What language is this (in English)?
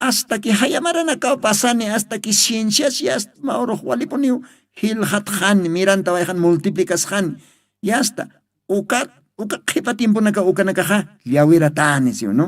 Aymara